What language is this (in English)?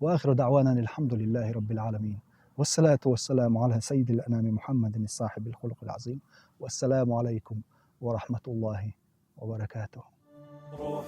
Chechen